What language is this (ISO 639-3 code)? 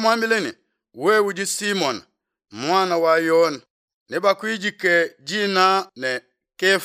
lua